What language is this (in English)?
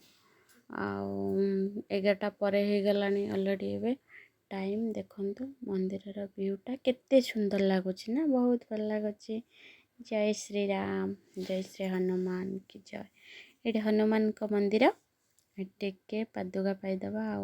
Odia